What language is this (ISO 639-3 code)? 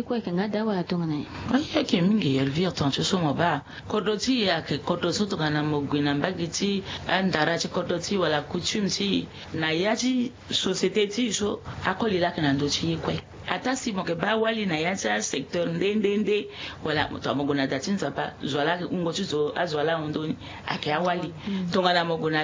sag